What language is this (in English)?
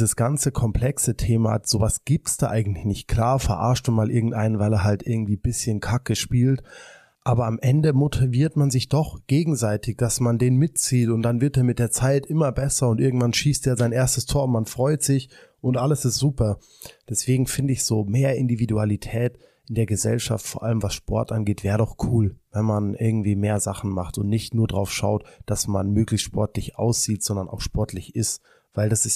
German